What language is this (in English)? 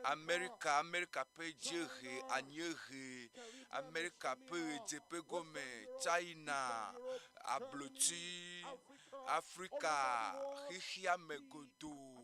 Ewe